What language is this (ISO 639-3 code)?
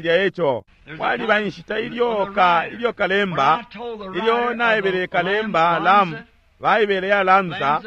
bem